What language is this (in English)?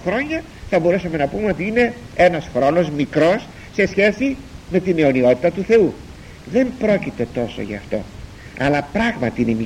Greek